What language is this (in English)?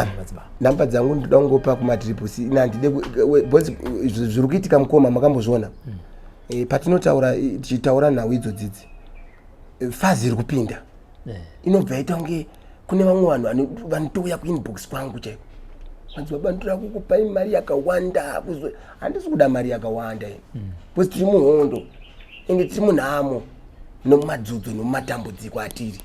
Shona